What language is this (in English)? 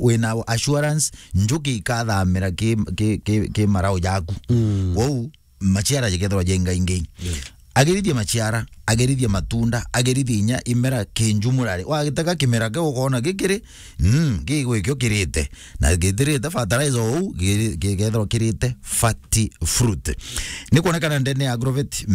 Meru